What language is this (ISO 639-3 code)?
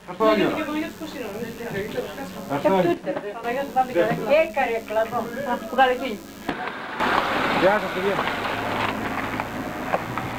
ell